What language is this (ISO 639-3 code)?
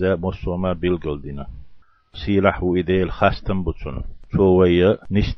che